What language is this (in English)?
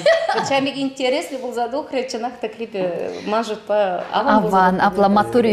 Chuvash